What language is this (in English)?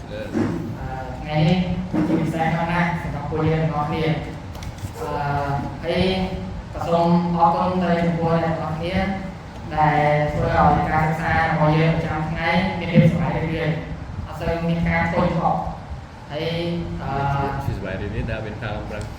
Khmer